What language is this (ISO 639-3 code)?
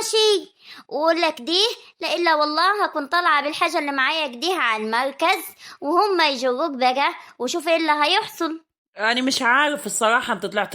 arz